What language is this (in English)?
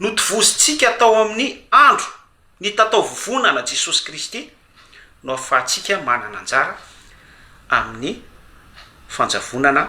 Malagasy